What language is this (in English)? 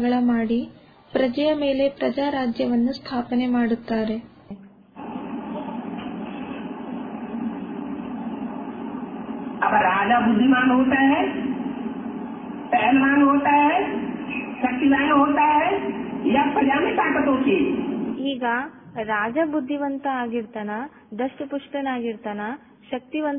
Kannada